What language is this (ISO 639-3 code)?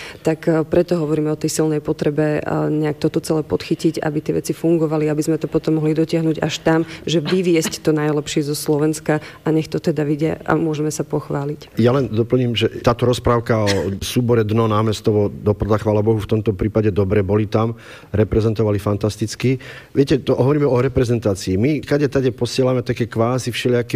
slk